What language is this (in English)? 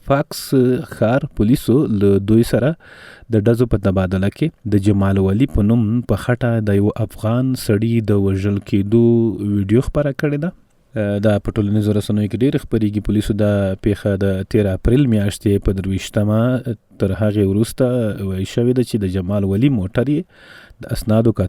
Pashto